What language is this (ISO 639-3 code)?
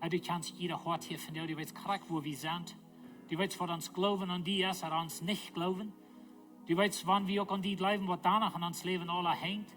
pdt